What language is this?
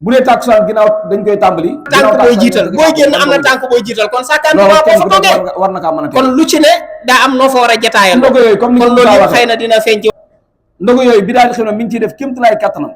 Wolof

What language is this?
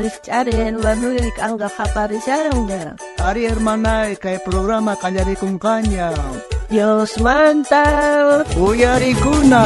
South Bolivian Quechua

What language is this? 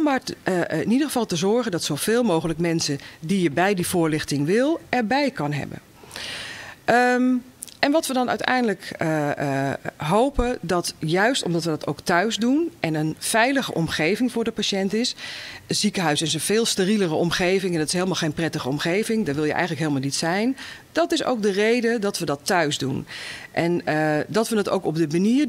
Dutch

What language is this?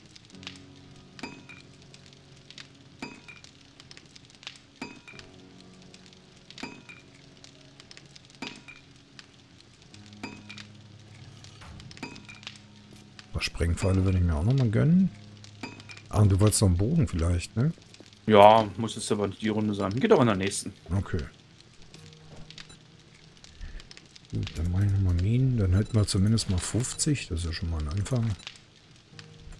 German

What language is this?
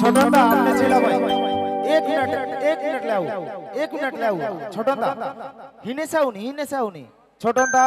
Sadri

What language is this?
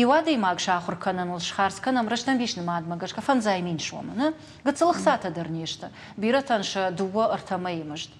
Ossetic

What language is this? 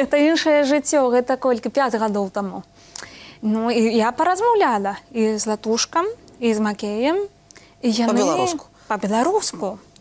Belarusian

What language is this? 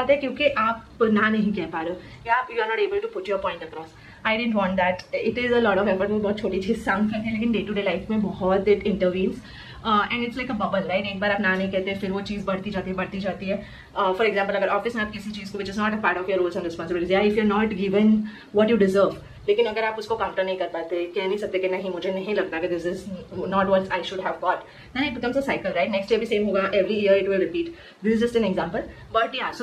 Hindi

